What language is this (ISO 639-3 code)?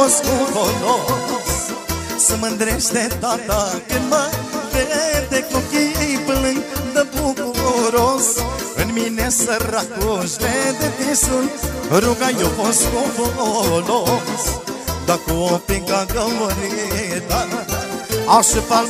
ron